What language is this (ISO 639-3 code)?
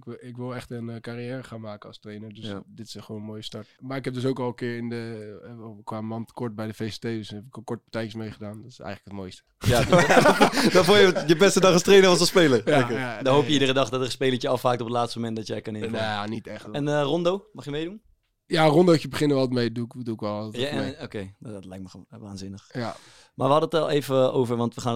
nld